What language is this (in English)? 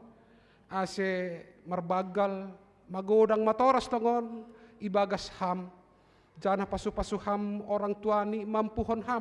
Batak Simalungun